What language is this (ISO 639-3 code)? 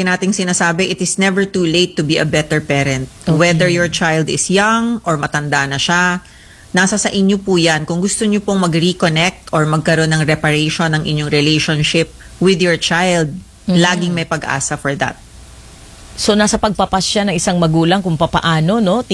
fil